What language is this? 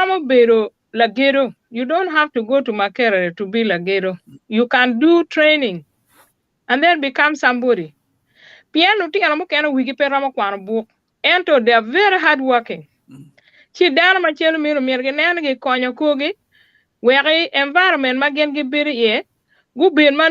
Acoli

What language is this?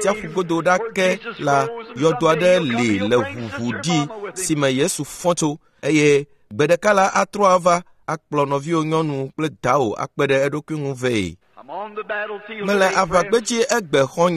Ewe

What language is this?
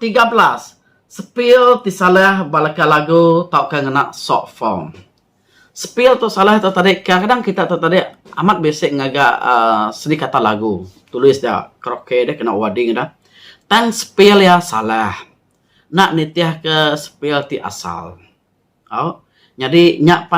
Iban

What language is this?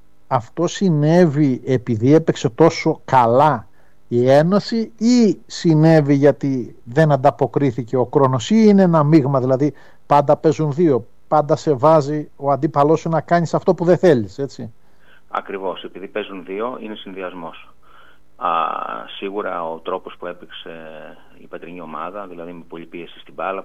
Greek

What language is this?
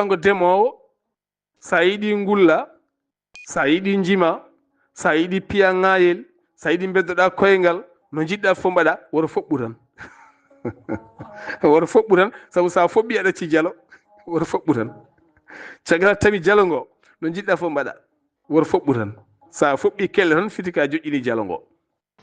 Fula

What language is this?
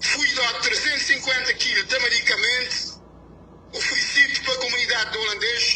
Kabuverdianu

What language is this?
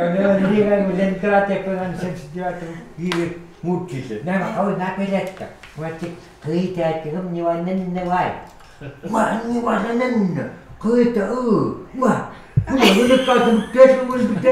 Chukot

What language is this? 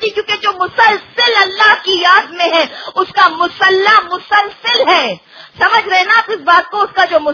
Urdu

